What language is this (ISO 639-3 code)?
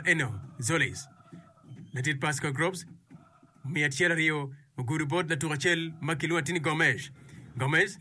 ach